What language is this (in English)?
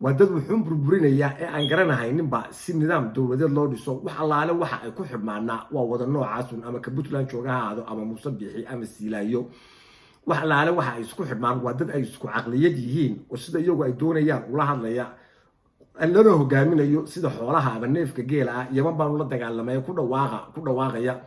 Somali